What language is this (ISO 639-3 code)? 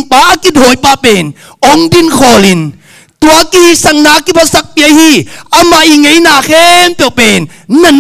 ctd